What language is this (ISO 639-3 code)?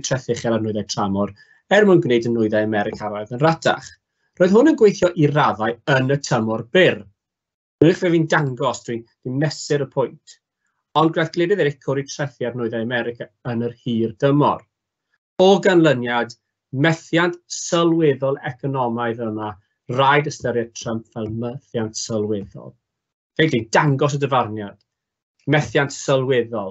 cym